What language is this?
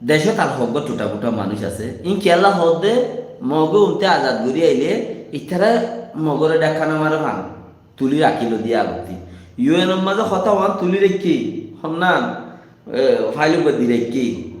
Rohingya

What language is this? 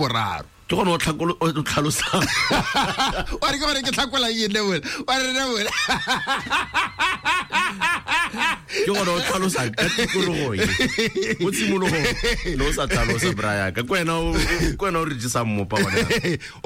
Tswana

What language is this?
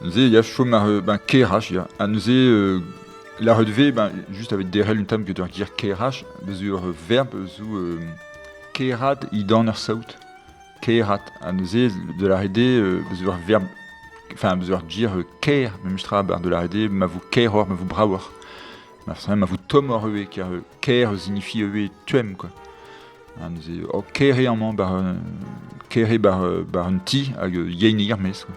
Breton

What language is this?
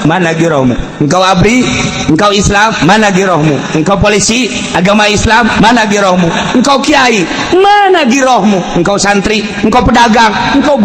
Sundanese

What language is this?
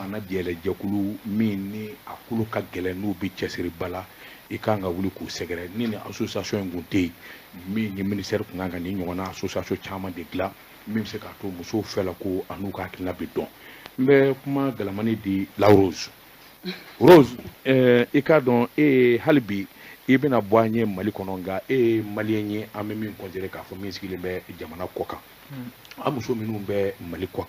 Bambara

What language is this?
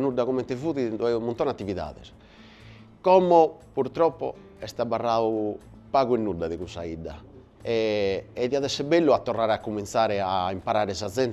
Sardinian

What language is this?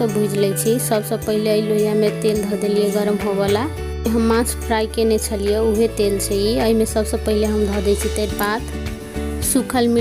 Maithili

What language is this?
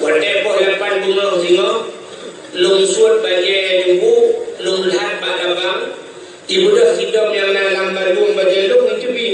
Achinese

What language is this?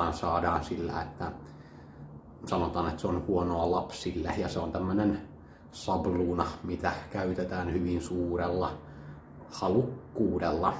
Finnish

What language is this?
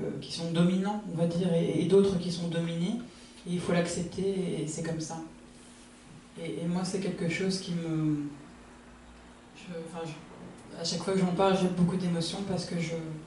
French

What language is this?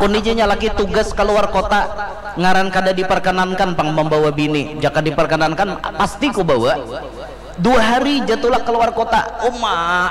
Banjar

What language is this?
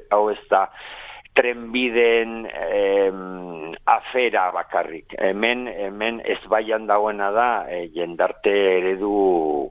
Basque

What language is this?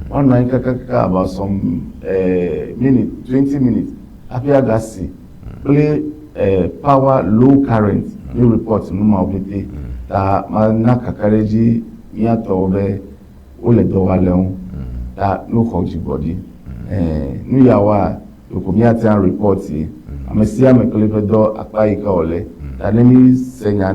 Ewe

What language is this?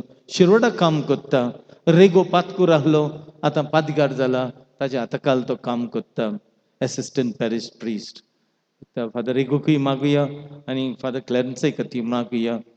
Konkani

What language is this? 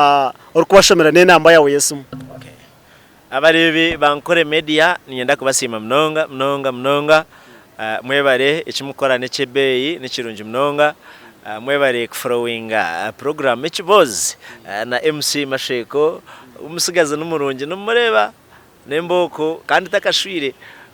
Nyankole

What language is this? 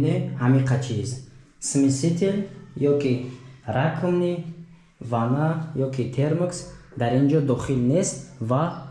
Tajik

